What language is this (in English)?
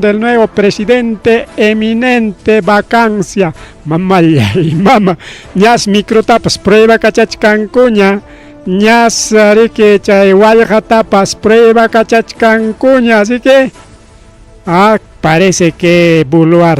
Ayacucho Quechua